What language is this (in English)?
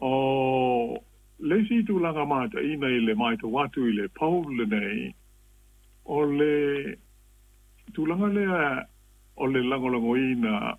Samoan